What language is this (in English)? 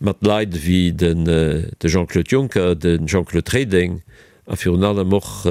Luxembourgish